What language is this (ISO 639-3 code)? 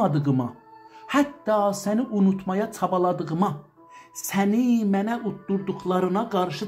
azb